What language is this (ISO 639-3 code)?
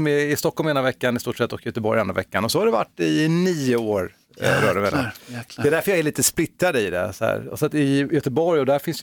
swe